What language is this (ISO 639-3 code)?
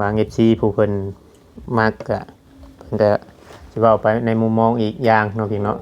tts